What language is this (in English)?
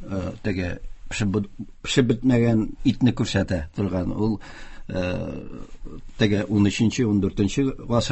Tatar